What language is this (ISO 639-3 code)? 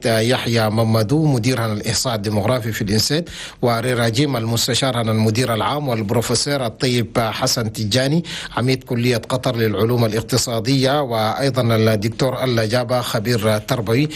shu